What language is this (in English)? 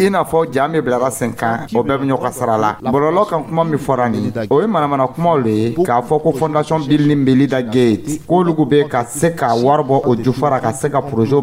Dyula